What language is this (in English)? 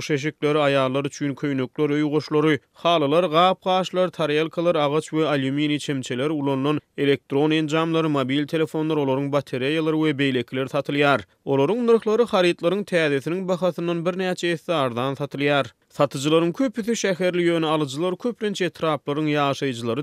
Turkmen